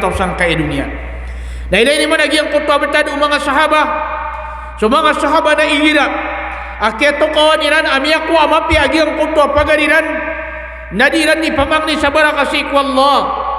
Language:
Maranao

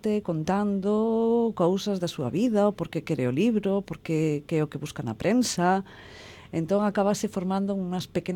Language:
Galician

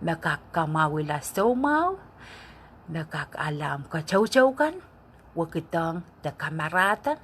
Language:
Pohnpeian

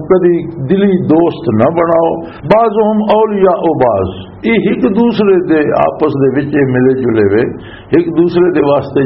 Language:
Western Panjabi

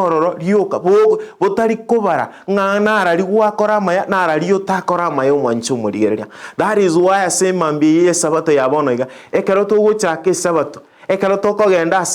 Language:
Gusii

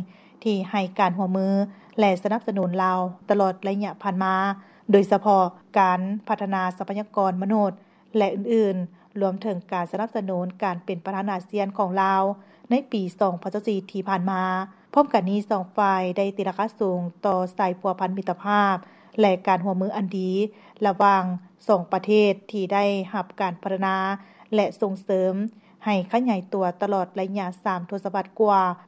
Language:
Lao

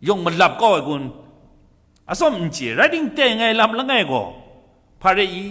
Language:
Kachin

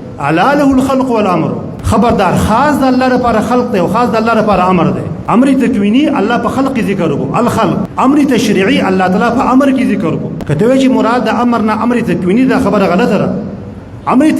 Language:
Pashto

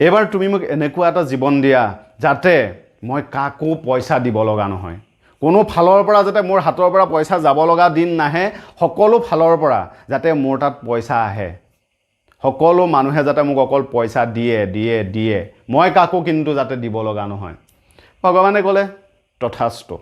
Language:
Assamese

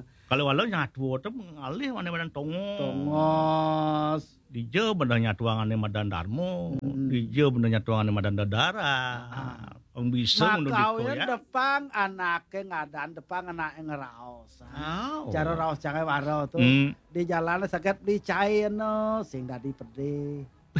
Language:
Balinese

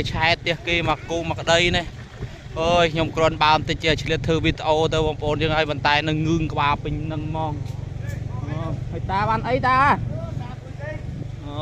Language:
Khmer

